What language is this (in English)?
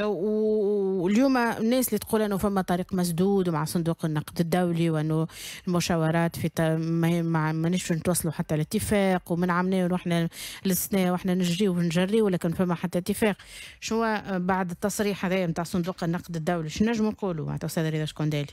Tunisian Arabic